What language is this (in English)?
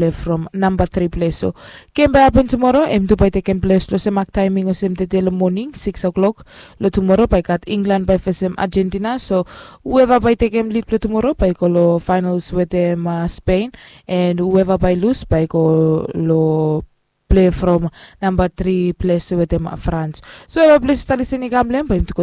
Bislama